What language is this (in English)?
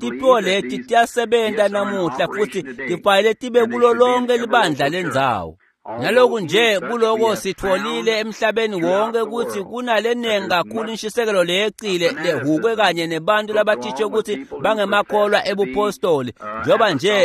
Swati